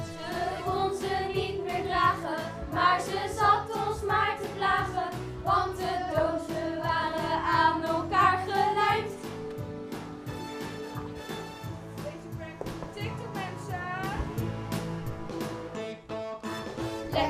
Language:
Dutch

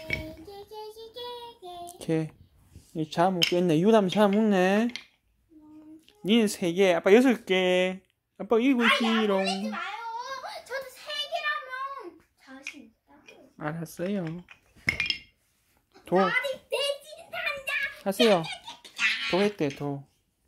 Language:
Korean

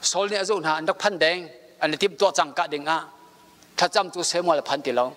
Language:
Hakha Chin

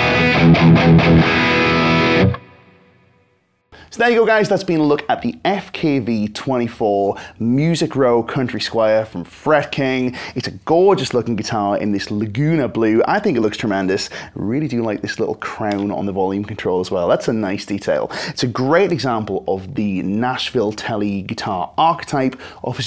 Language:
English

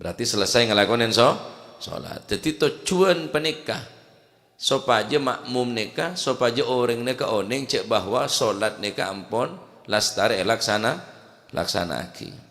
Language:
Madurese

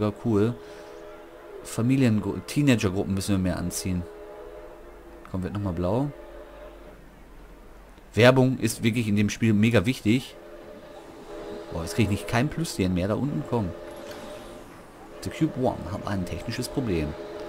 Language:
German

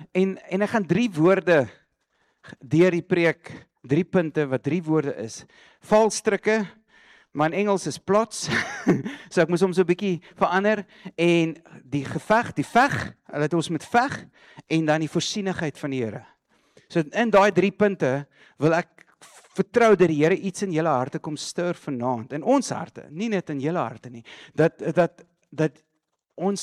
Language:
Afrikaans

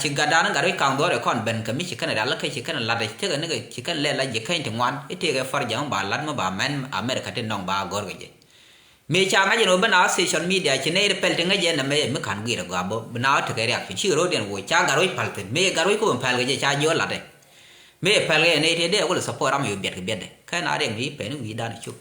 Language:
Nuer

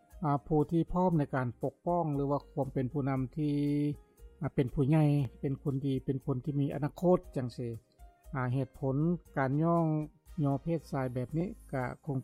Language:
Lao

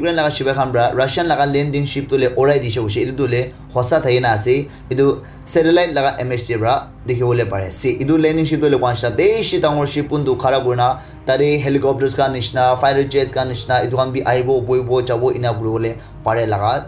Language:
Naga Pidgin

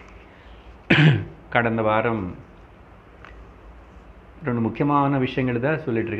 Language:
Tamil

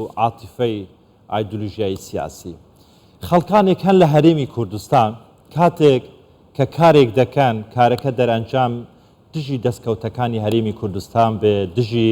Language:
Central Kurdish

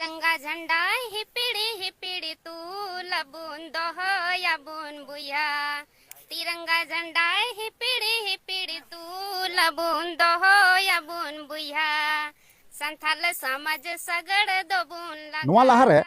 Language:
Santali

